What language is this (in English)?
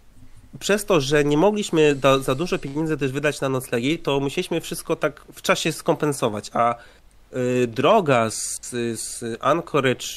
Polish